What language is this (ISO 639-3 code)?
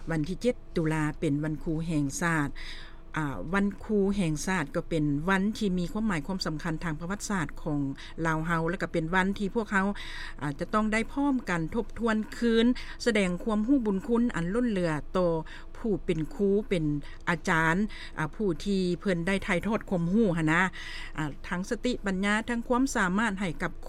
lao